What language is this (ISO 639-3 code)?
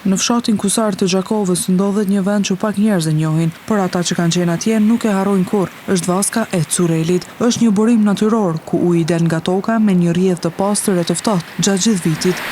sqi